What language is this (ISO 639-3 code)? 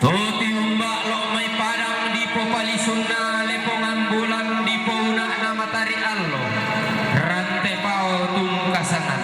sda